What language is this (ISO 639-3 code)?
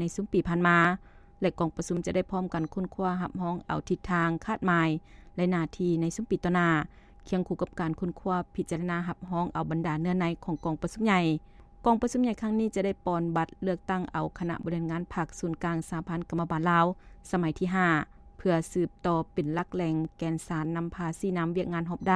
lao